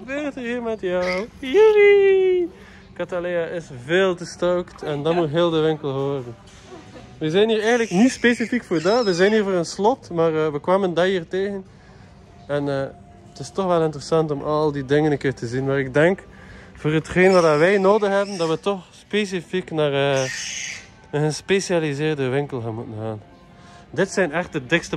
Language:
Dutch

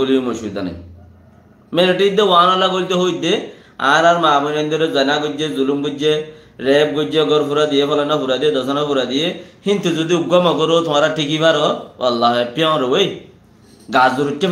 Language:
Rohingya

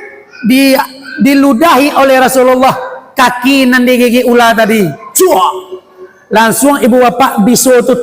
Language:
Minangkabau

